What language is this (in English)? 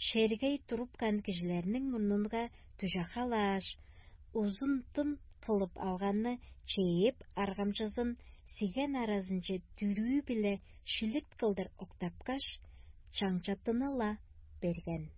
Tuvinian